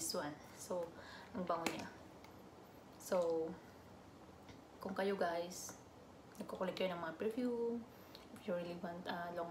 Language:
Filipino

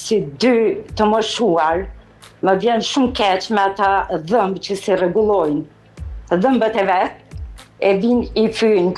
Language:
Albanian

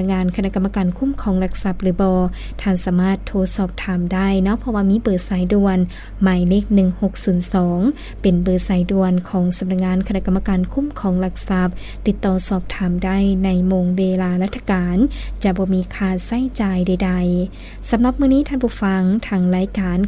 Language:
Lao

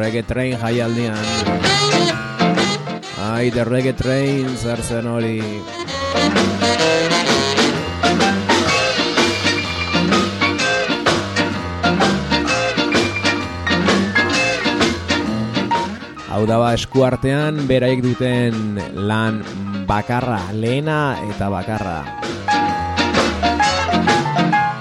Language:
Basque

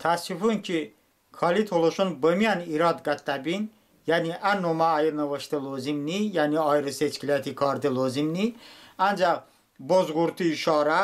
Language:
Talysh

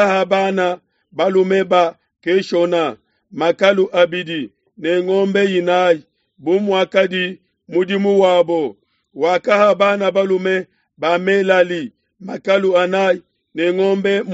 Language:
Luba-Lulua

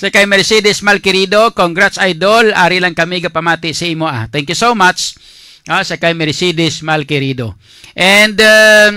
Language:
Hiligaynon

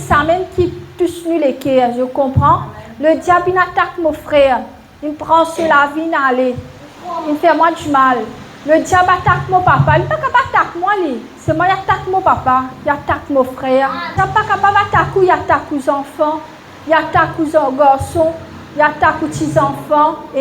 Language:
Morisyen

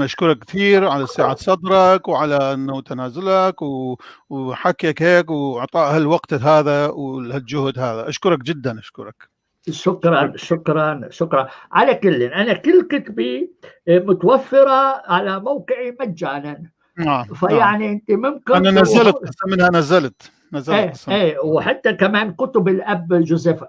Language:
North Levantine Arabic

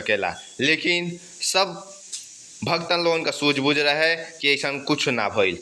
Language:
Bhojpuri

